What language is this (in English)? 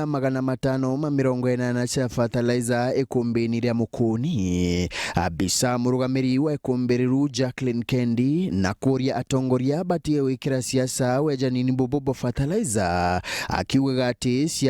Meru